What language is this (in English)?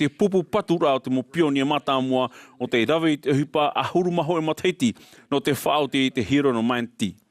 Tahitian